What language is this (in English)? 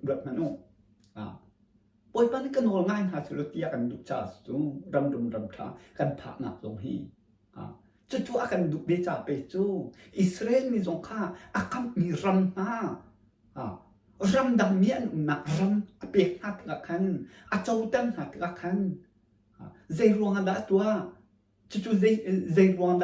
Hakha Chin